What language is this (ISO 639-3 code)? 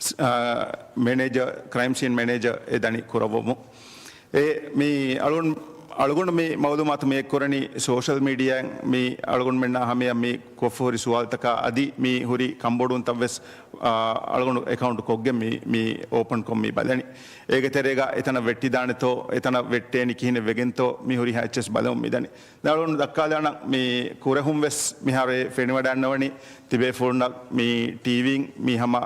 div